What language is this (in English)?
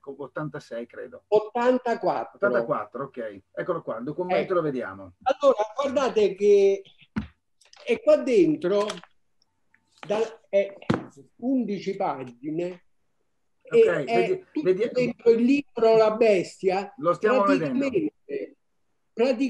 Italian